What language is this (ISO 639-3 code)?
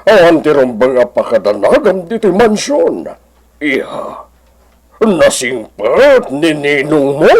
ilo